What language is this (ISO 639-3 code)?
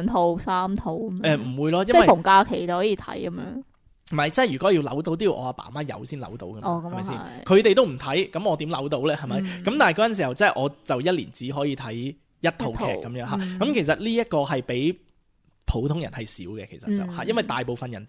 yue